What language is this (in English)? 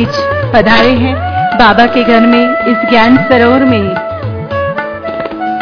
Hindi